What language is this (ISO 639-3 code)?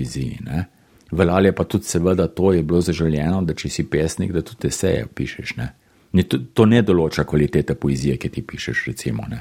slv